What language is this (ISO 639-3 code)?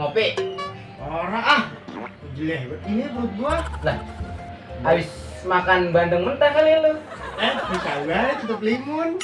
bew